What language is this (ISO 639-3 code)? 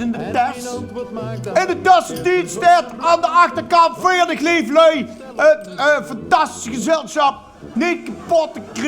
lim